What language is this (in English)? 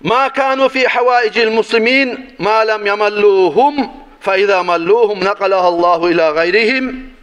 Kumyk